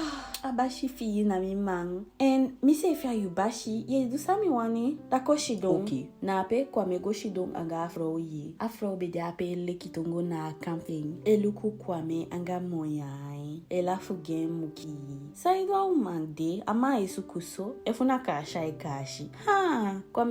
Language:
Eastern Maroon Creole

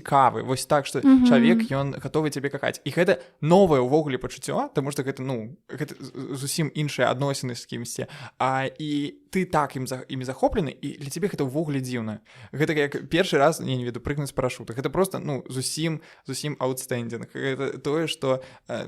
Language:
Belarusian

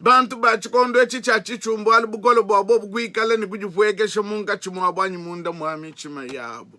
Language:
Luba-Lulua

